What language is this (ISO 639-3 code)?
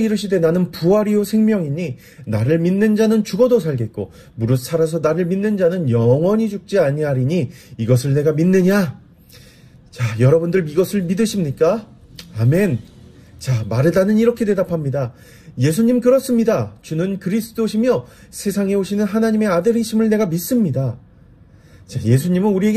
kor